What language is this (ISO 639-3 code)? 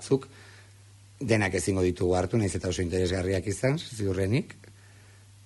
eus